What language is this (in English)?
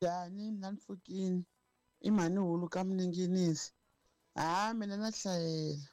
Tsonga